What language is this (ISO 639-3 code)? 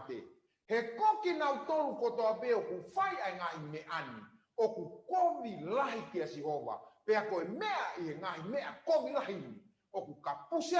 ton